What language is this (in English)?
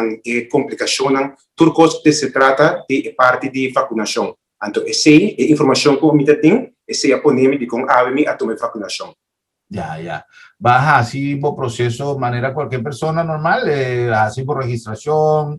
Papiamento